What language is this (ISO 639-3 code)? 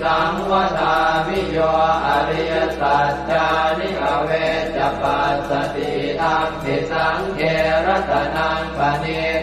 pli